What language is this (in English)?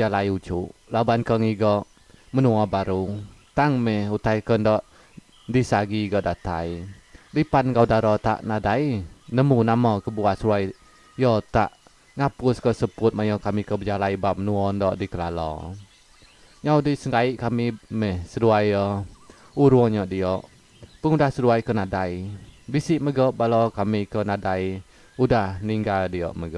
Iban